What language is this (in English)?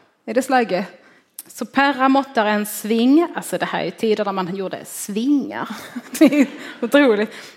Swedish